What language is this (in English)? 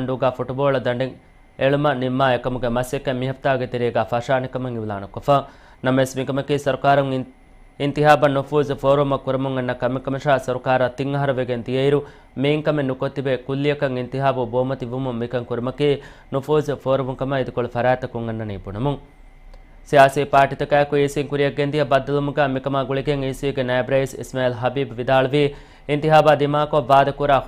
Divehi